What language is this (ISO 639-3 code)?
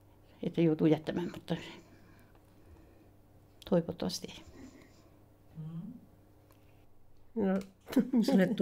fin